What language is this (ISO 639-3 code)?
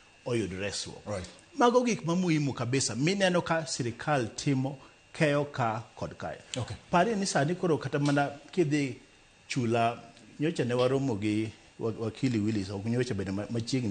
luo